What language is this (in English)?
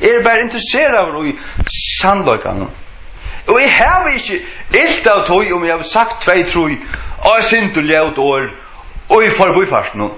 Faroese